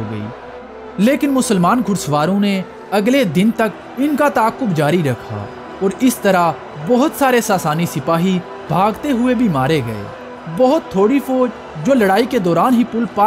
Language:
Urdu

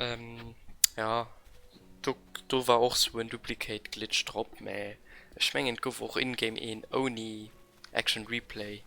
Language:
Luxembourgish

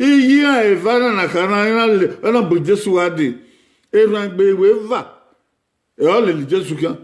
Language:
Bini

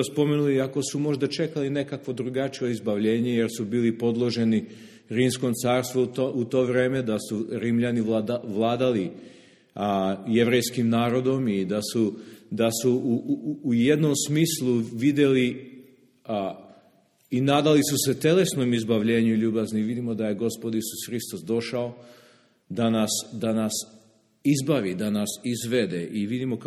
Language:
Serbian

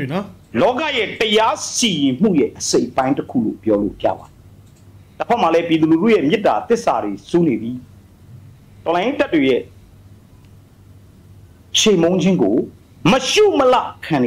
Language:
Burmese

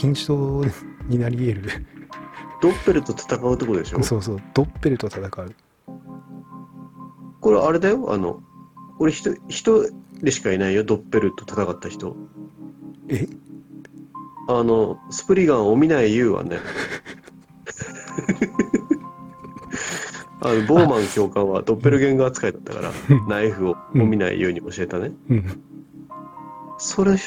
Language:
Japanese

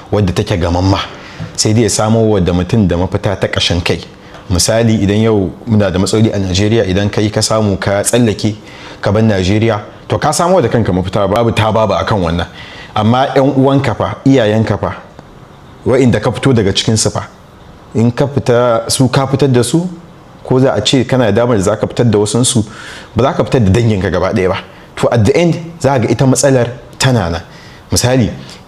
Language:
Hausa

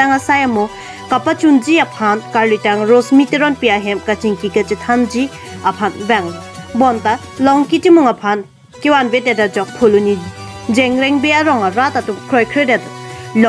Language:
Karbi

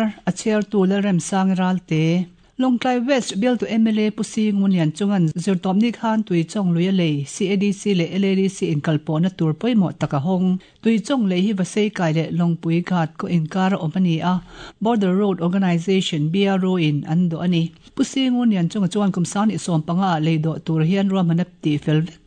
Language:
Mizo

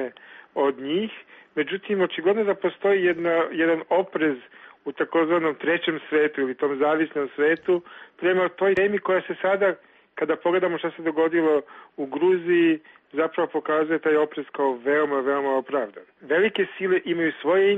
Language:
Serbian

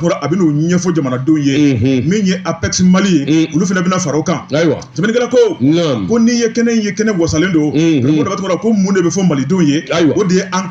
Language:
Bambara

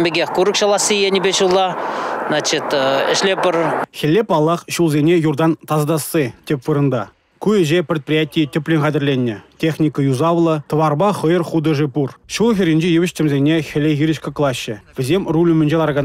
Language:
Chuvash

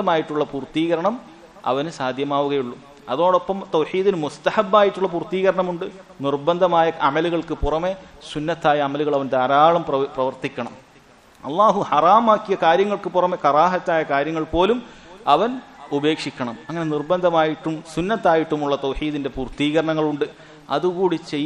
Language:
Malayalam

